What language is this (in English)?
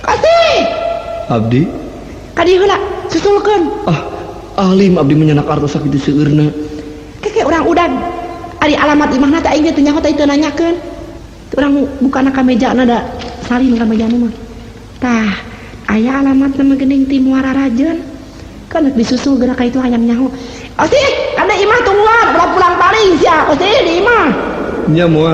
Sundanese